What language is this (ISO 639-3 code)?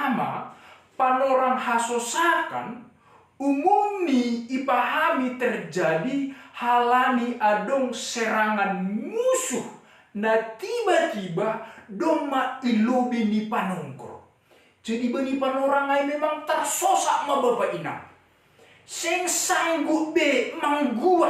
bts